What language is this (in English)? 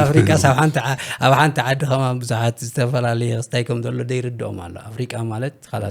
Tigrinya